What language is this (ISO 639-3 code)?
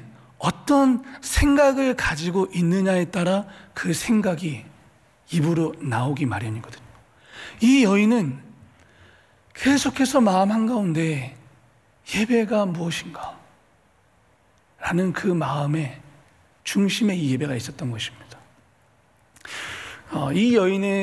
kor